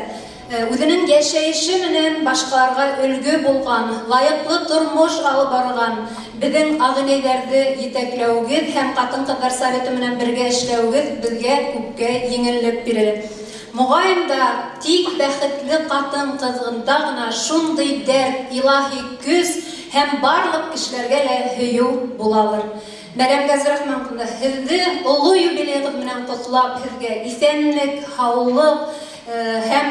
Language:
Bashkir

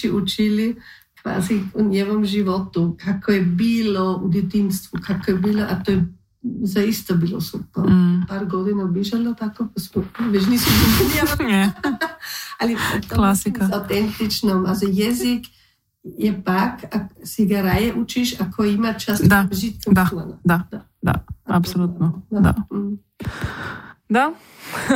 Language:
Croatian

